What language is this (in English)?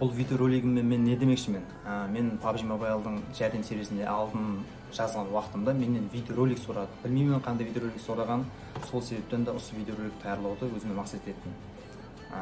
Kara-Kalpak